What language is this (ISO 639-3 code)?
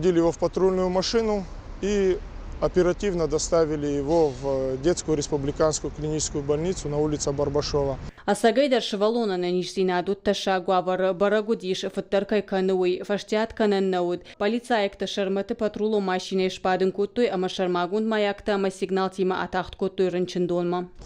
oss